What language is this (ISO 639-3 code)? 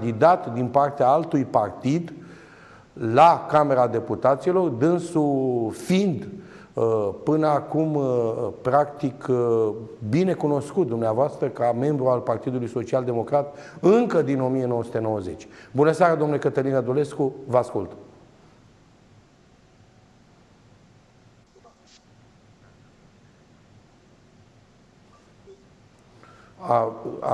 ron